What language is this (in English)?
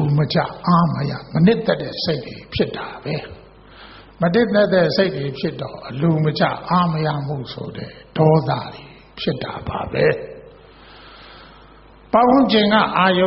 Burmese